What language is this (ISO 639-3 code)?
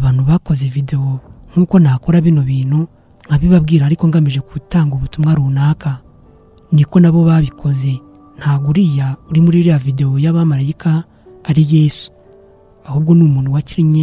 kin